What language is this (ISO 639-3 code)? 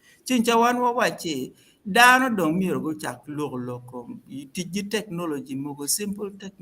ach